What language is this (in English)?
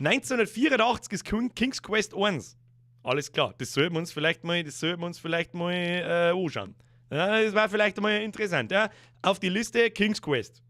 Bavarian